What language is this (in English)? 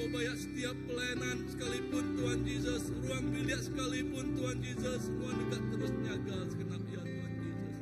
Iban